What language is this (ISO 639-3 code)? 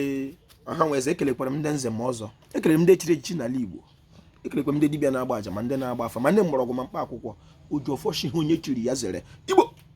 ibo